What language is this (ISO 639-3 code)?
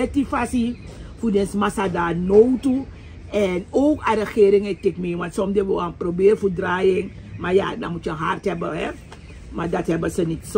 srn